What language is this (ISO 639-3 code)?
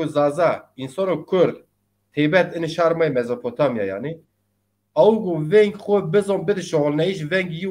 zza